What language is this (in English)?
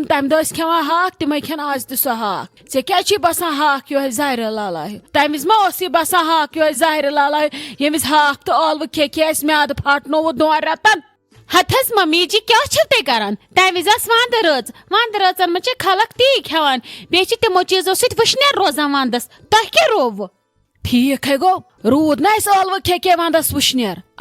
Kashmiri